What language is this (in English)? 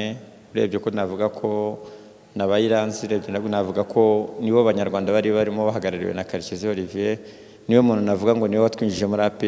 Kinyarwanda